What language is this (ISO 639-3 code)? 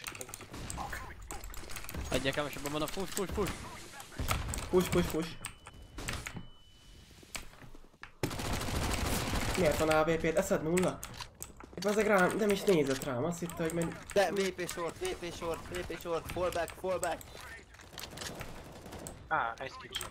hun